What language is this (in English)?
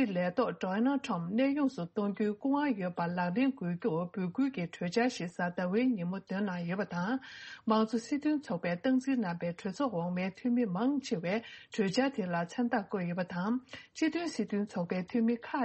Tibetan